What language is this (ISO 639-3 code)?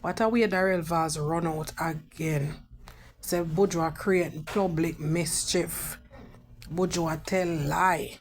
jam